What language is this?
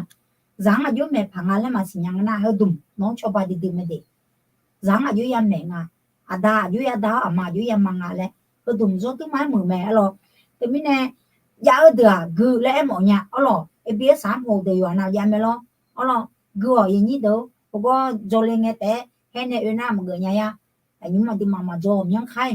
Akha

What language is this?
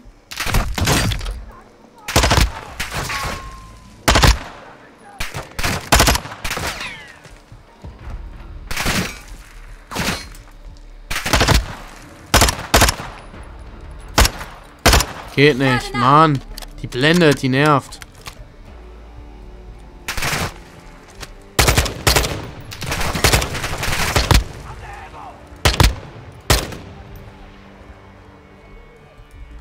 German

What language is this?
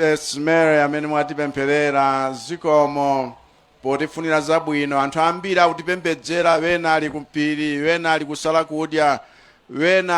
Nyanja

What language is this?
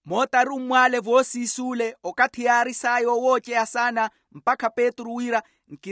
Makhuwa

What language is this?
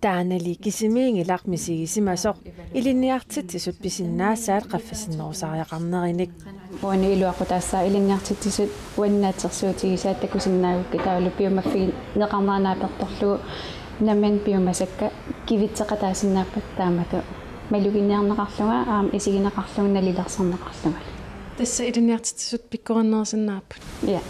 Kalaallisut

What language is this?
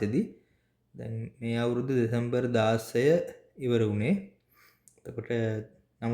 Sinhala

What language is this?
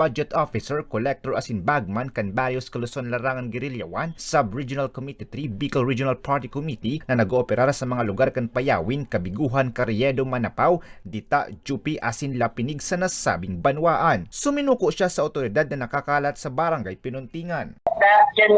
Bikol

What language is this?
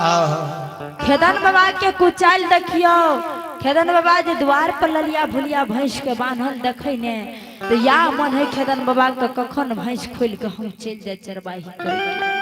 Maithili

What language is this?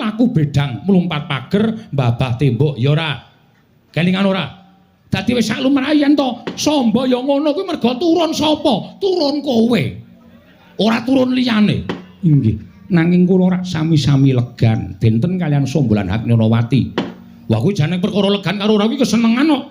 Javanese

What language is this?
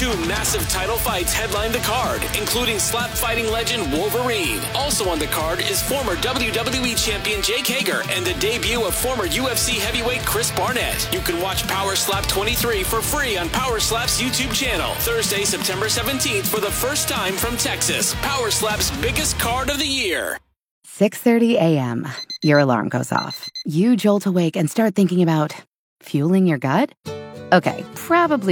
English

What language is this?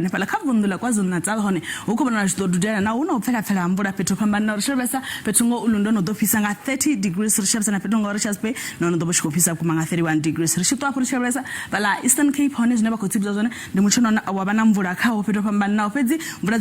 Venda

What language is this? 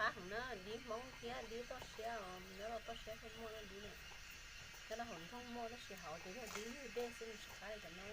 Hmong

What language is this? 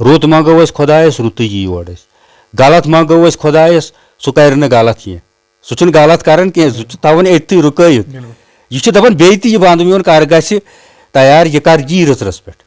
Kashmiri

